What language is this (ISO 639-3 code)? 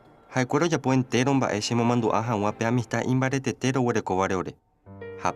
grn